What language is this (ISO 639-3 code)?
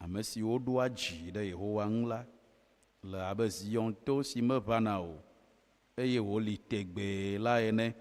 ewe